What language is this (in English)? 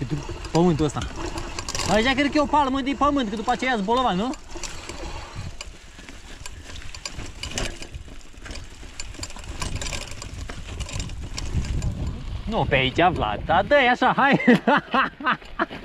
Romanian